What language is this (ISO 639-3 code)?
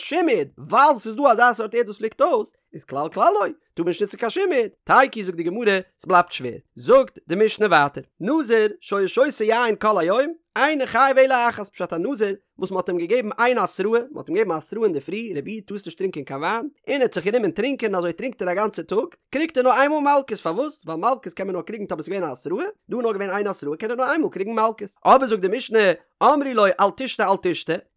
yid